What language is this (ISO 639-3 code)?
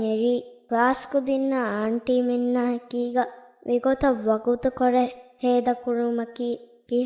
div